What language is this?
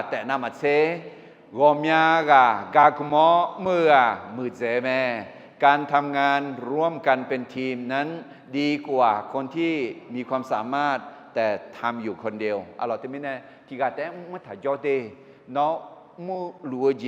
Akha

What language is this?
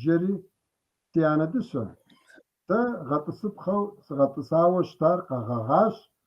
Kabardian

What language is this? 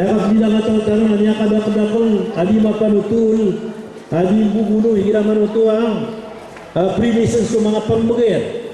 Maranao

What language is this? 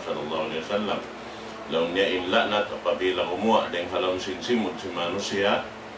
Tausug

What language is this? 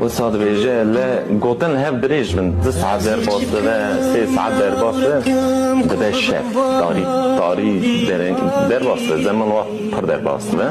Kurdish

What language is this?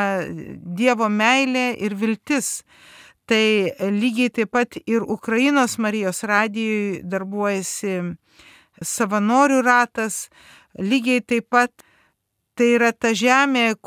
Lithuanian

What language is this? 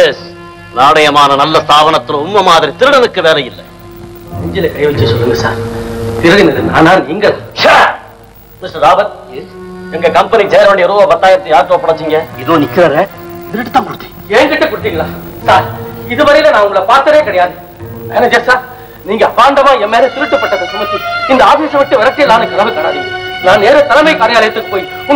Tamil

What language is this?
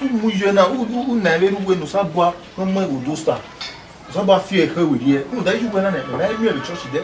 Bini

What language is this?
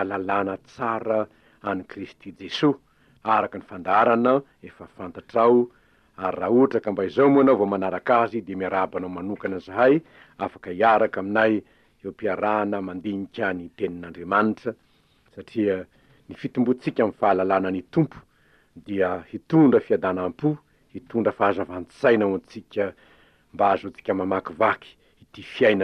Malagasy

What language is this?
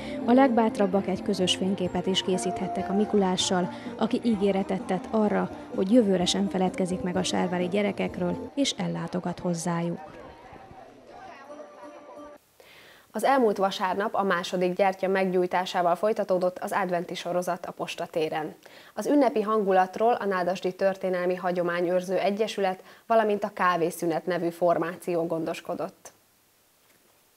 Hungarian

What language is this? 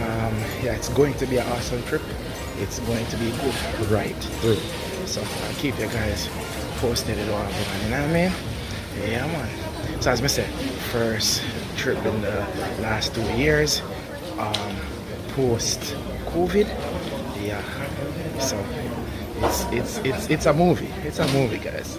Jamaican Creole English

